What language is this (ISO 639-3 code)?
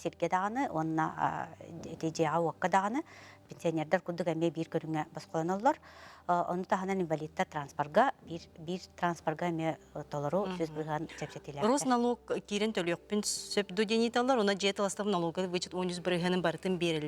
sah